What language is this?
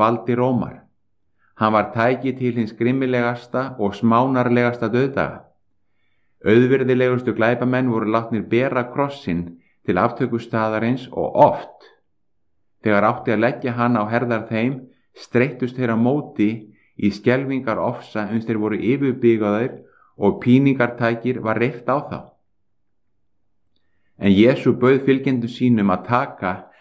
Icelandic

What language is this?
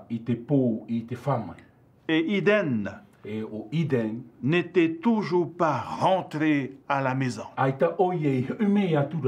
Tahitian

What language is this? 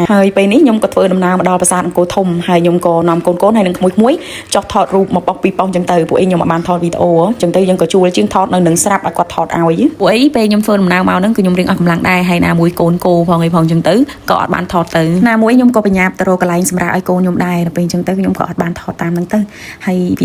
Khmer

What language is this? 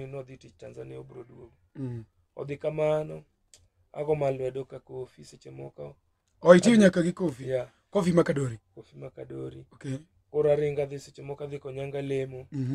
Luo (Kenya and Tanzania)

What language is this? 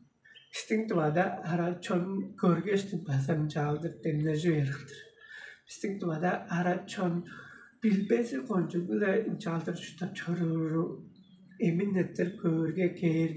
Tuvinian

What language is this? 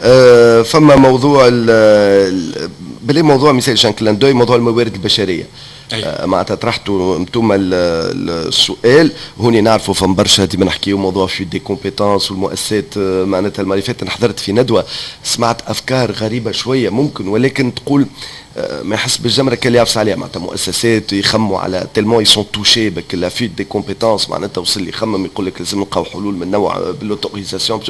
Tunisian Arabic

